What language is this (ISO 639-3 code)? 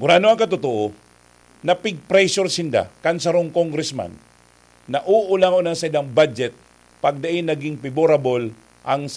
bik